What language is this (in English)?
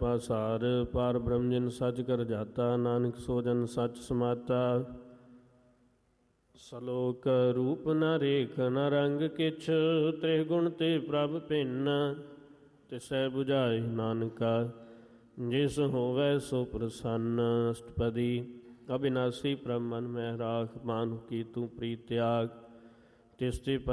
Punjabi